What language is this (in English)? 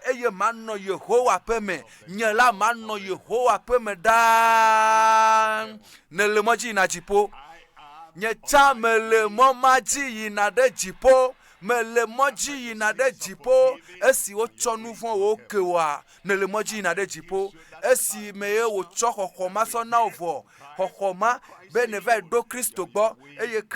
Ewe